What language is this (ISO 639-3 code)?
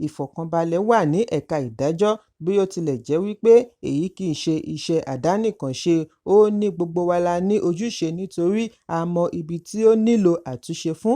yor